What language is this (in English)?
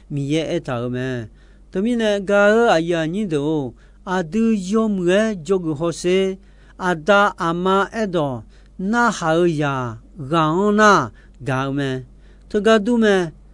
Akha